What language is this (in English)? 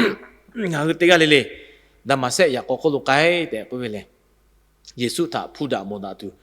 Lahu